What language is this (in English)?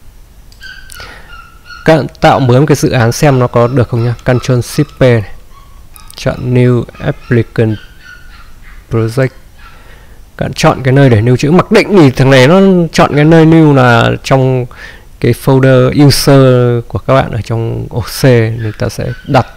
Vietnamese